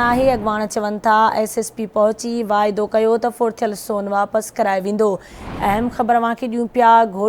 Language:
Sindhi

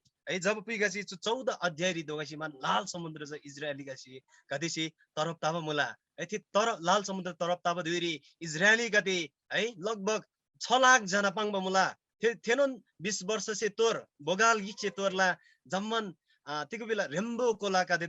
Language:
Eastern Tamang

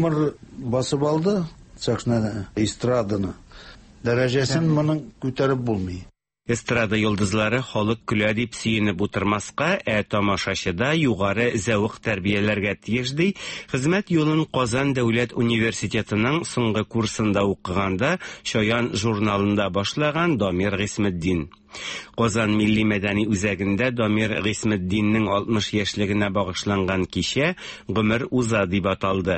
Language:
Tatar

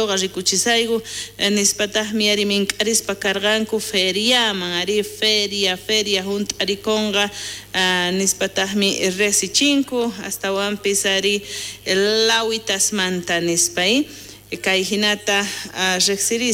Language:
South Bolivian Quechua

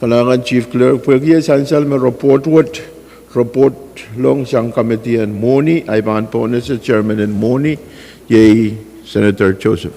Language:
Pohnpeian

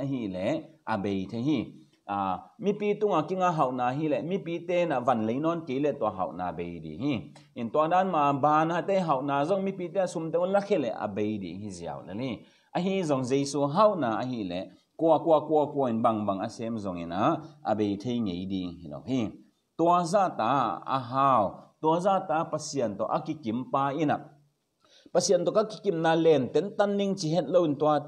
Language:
Tedim Chin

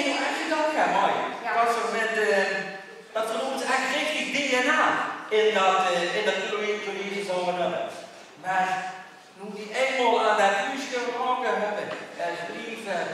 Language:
Limburgish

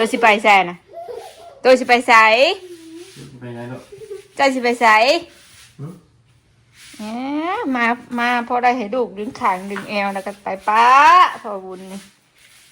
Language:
Northeastern Thai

